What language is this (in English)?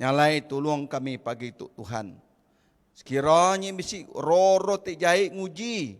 Iban